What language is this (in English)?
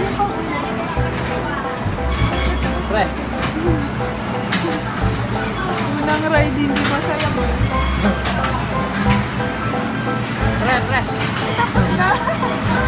Filipino